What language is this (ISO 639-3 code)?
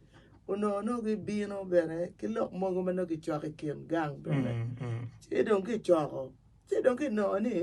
ach